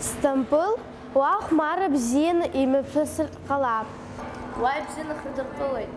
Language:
Abkhazian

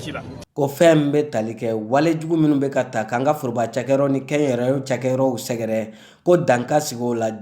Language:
Bambara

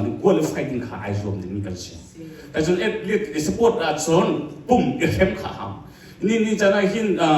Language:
Hakha Chin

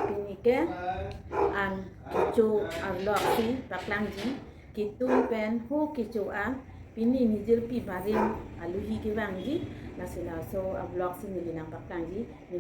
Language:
Karbi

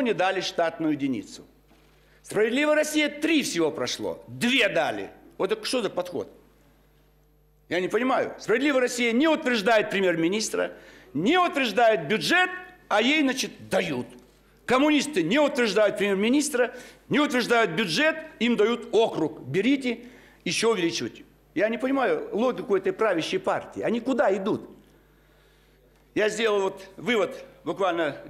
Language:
Russian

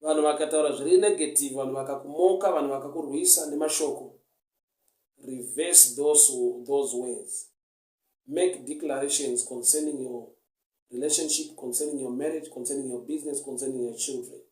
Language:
Shona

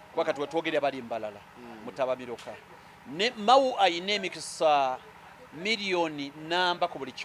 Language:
Ganda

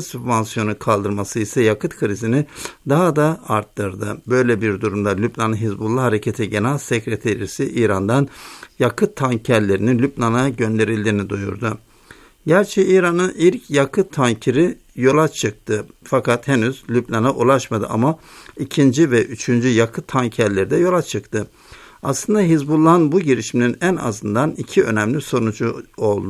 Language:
Turkish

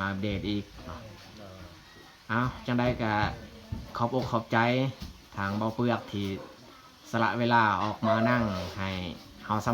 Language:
Lao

